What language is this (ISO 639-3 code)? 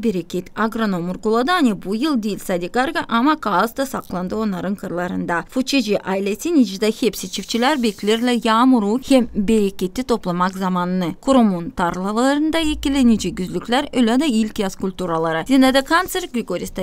gag